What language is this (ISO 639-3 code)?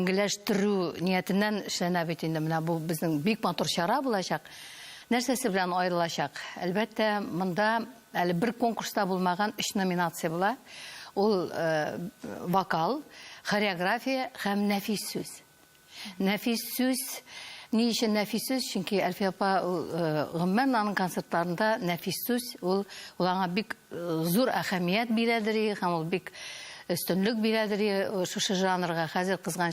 tat